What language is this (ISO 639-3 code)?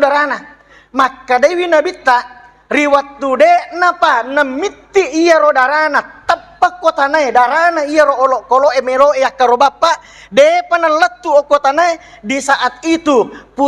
bug